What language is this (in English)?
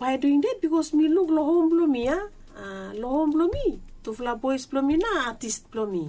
Bislama